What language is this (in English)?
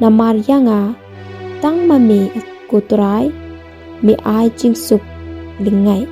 Khasi